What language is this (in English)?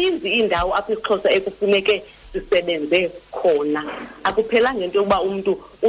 Xhosa